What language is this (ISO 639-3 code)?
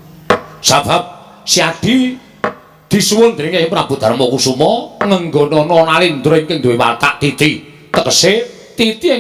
jav